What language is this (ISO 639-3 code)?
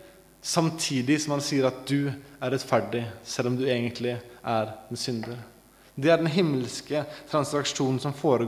nor